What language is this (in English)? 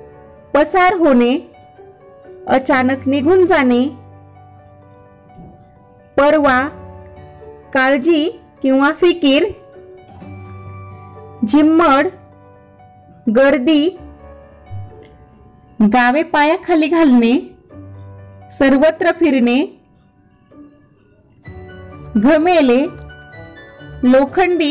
Marathi